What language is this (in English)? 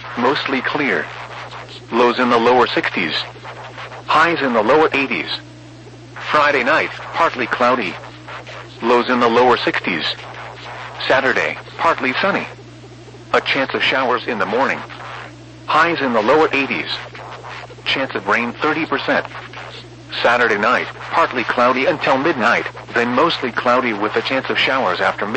English